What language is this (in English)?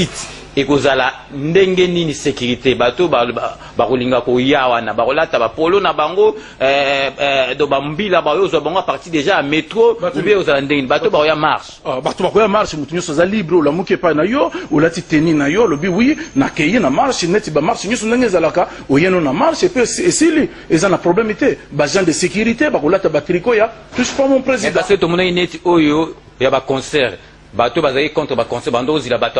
Lingala